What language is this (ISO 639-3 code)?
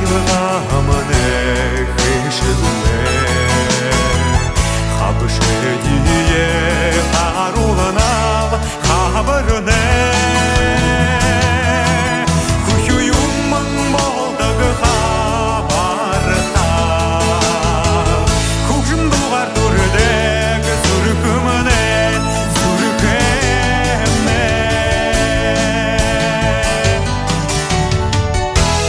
bua